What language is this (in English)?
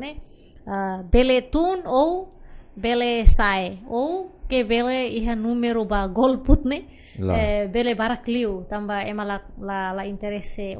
Tetum